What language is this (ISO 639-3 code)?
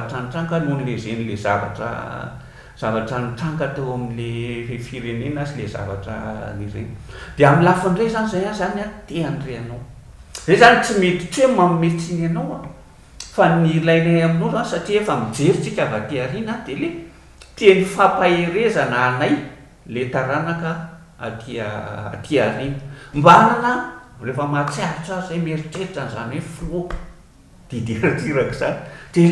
mlg